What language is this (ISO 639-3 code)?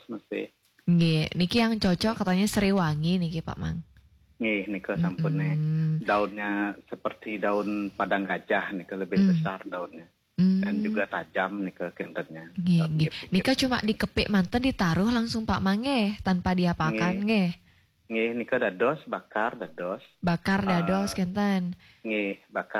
ban